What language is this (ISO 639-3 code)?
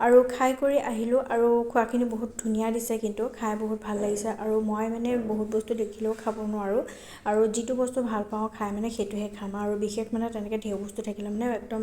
asm